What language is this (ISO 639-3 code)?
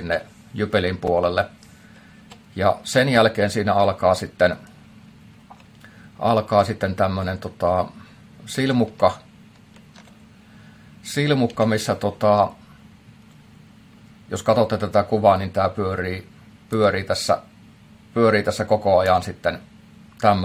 fin